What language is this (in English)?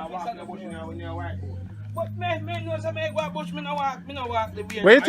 Jamaican Creole English